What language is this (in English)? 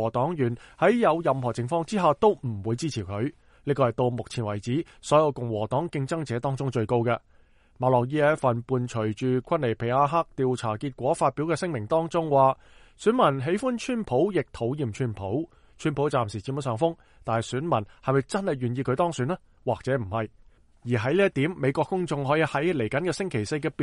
Cantonese